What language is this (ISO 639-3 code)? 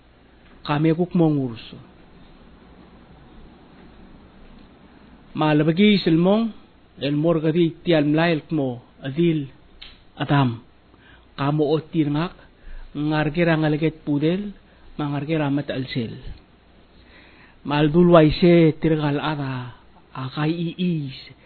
pau